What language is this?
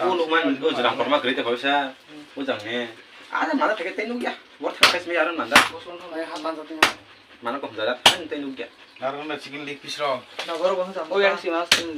Kok Borok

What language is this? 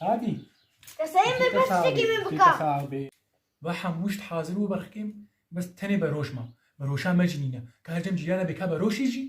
Kurdish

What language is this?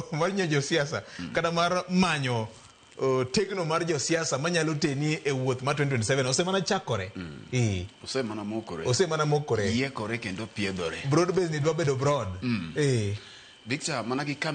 Luo (Kenya and Tanzania)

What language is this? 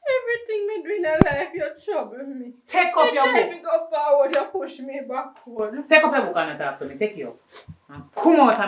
Jamaican Creole English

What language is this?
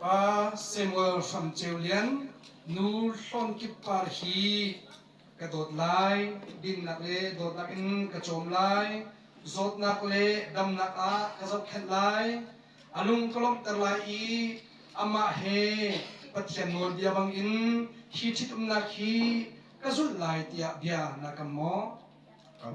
Hakha Chin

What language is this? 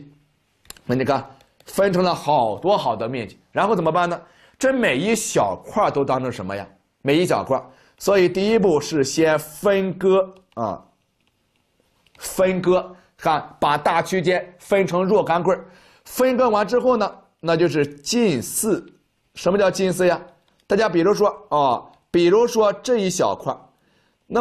Chinese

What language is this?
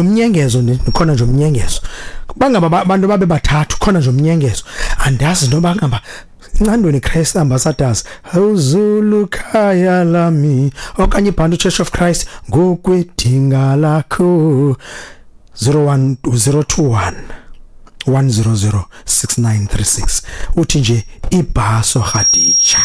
Xhosa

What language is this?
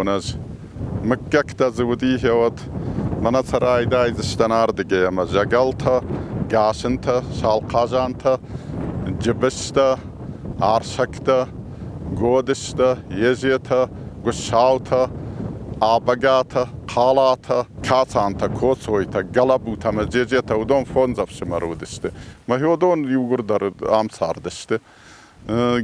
Ossetic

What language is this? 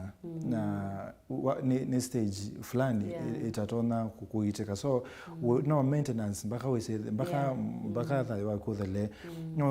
Kamba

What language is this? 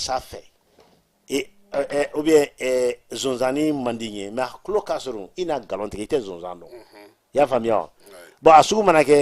Bambara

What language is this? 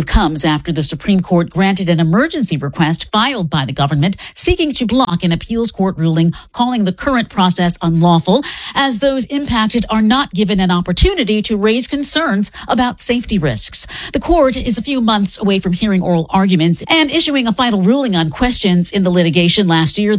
English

